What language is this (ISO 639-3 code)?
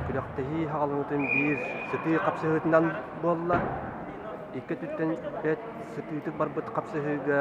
sah